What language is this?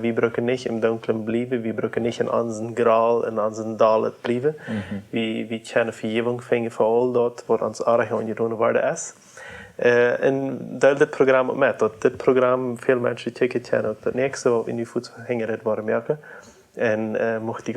Plautdietsch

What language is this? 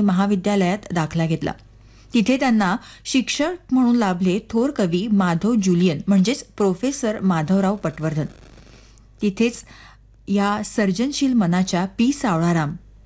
Marathi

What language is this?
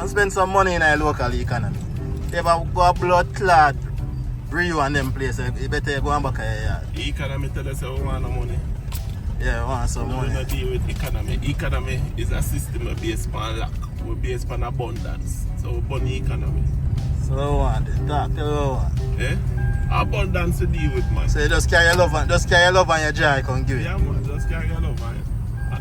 Jamaican Creole English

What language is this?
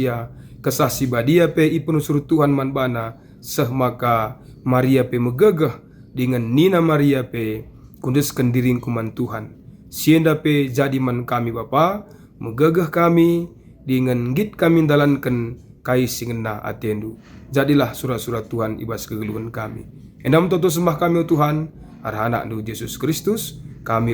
Batak Karo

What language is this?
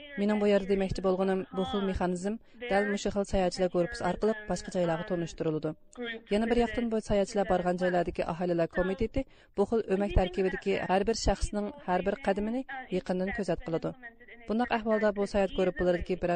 Uyghur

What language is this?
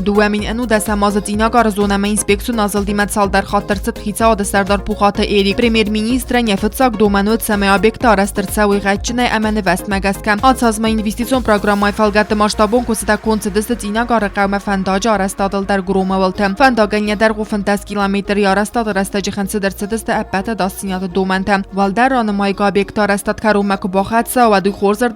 Ossetic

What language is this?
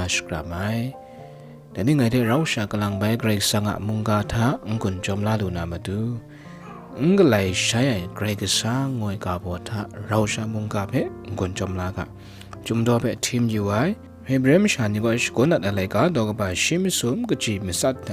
Kachin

